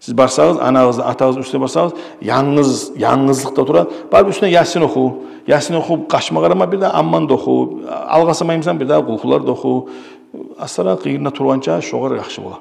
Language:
Kumyk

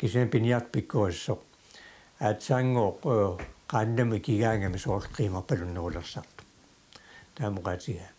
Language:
Kalaallisut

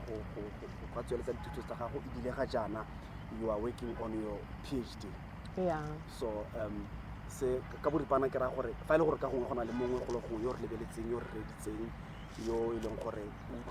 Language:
Tswana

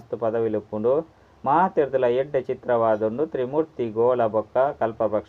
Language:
Tulu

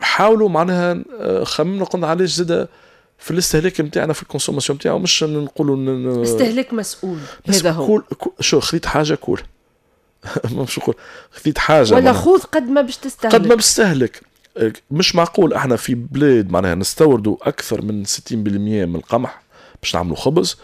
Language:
Tunisian Arabic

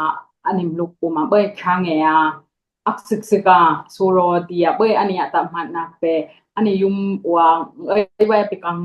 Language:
Dimasa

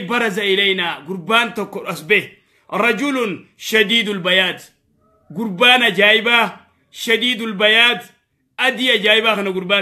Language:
Oromo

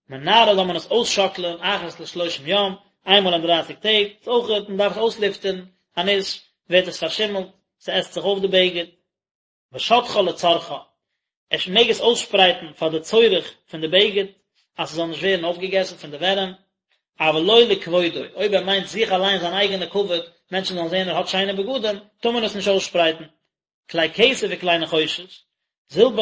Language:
Yiddish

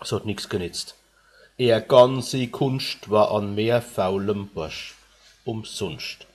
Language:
Palatine German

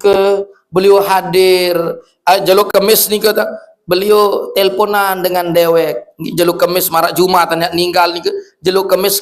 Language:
Sasak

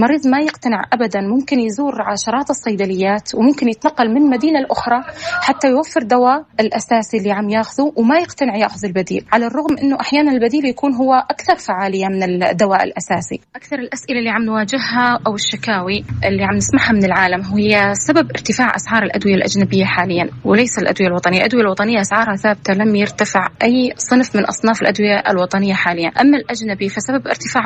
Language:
North Levantine Arabic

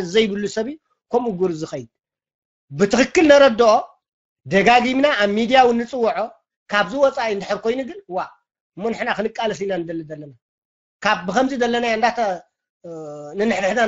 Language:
Tigrinya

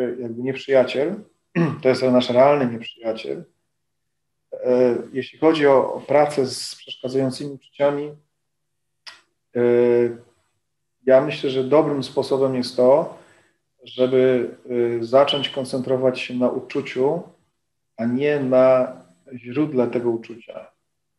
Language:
Polish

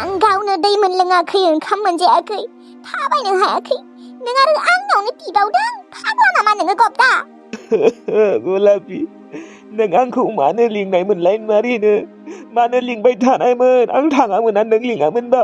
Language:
Bodo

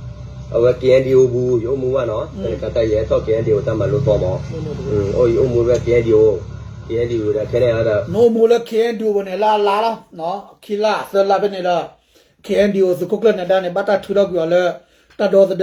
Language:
S'gaw Karen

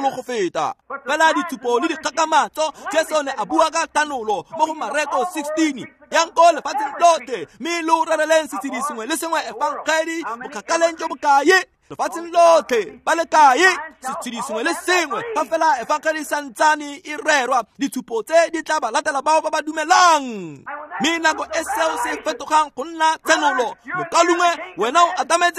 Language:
Tswana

